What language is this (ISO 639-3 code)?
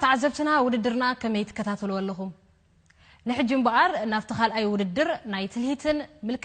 tir